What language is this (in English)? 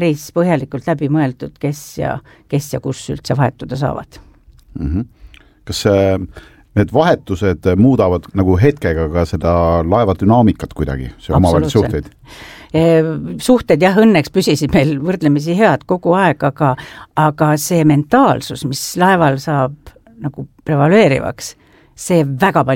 Estonian